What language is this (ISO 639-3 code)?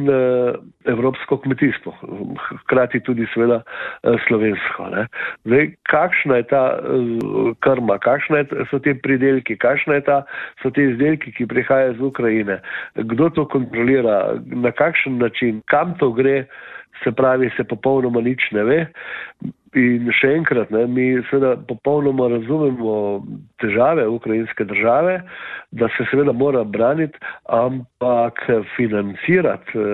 slv